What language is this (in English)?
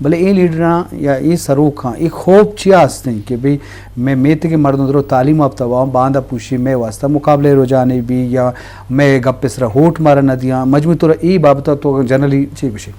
Eastern Balochi